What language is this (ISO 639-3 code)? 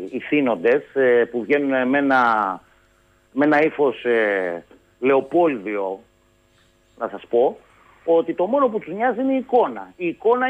ell